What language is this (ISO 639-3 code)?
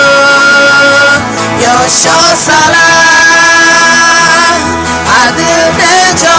ahk